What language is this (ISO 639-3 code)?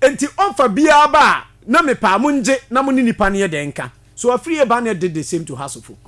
aka